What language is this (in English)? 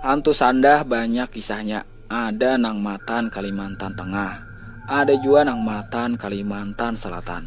Banjar